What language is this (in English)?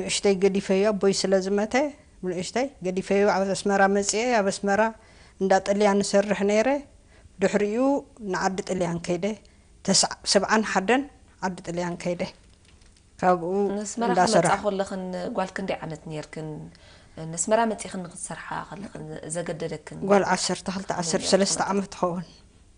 Tigrinya